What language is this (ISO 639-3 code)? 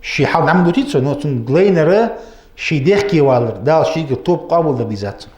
inh